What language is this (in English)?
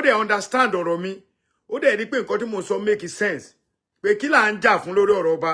Yoruba